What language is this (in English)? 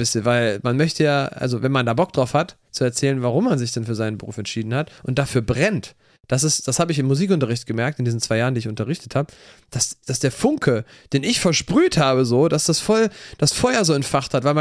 German